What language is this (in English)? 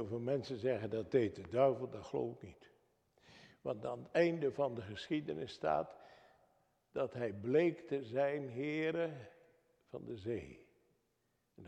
Dutch